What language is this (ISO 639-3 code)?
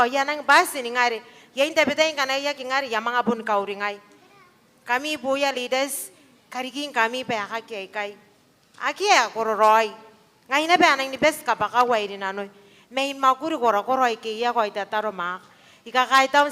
gil